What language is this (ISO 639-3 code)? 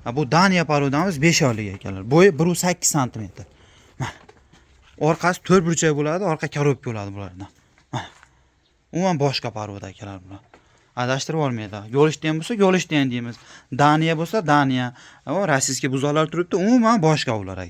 uzb